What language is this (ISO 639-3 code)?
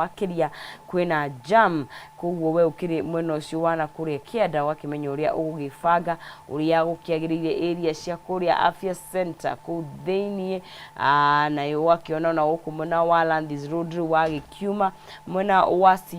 kik